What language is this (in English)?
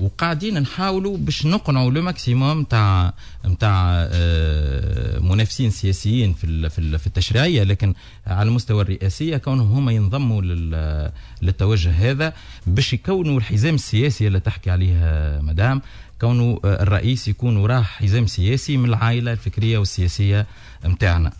Tunisian Arabic